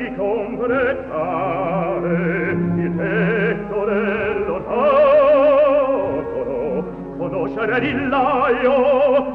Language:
Italian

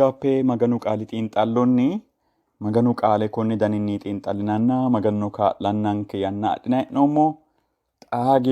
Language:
Sidamo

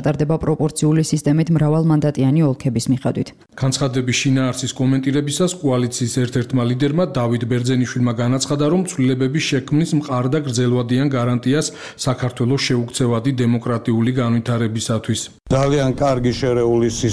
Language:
Georgian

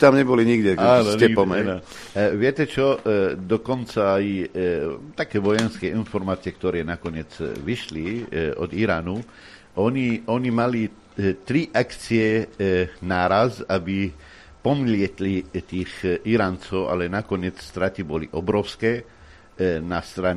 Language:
Slovak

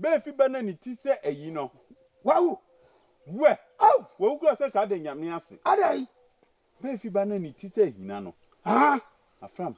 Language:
Akan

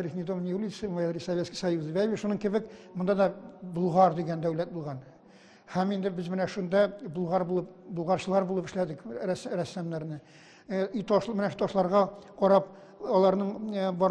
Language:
Tatar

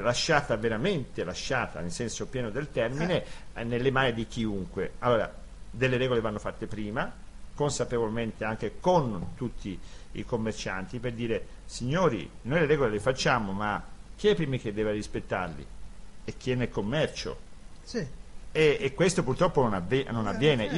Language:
Italian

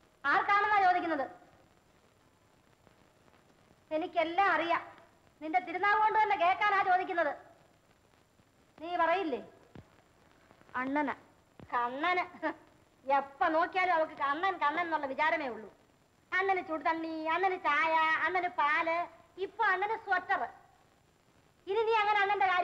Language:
Malayalam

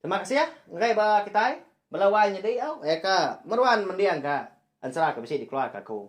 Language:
Iban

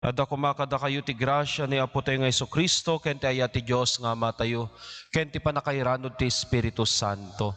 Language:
Iloko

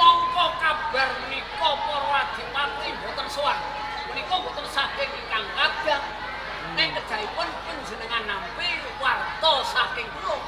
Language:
Javanese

